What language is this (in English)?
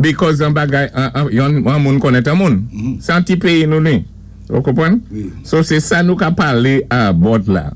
Saint Lucian Creole French